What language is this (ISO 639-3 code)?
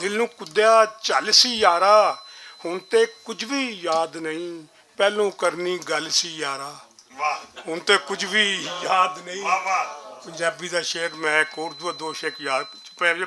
lah